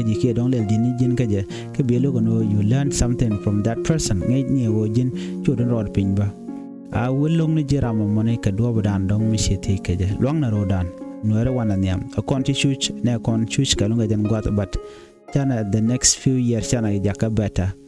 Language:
Nuer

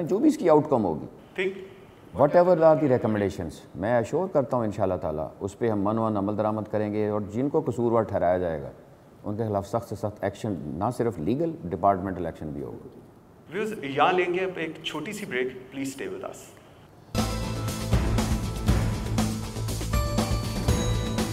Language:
Urdu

